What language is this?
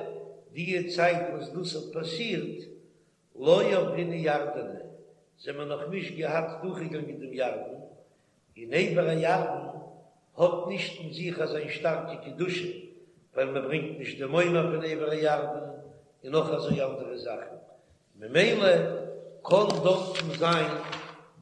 Yiddish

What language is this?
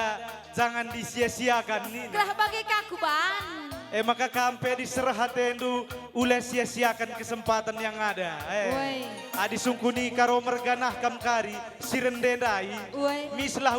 Batak Karo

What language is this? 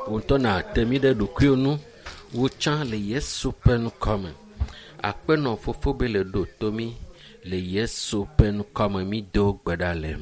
Ewe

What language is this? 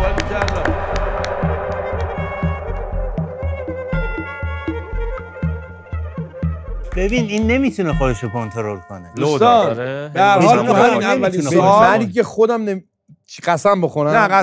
Persian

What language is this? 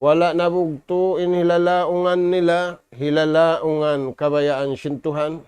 Tausug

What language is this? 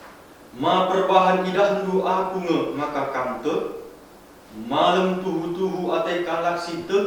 Batak Karo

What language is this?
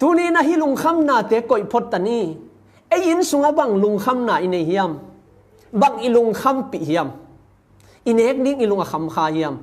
Tedim Chin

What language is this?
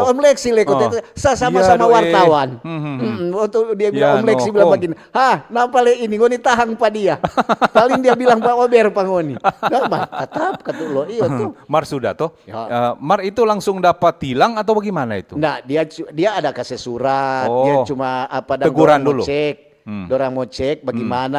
Manado Malay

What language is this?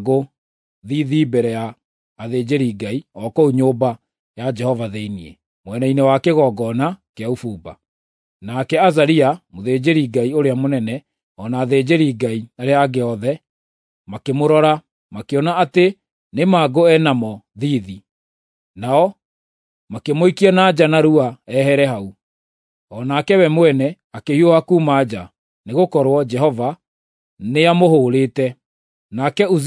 Kikuyu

